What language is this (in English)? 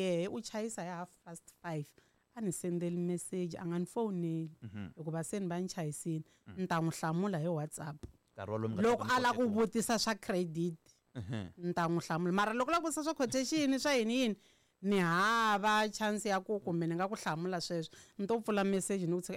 Tsonga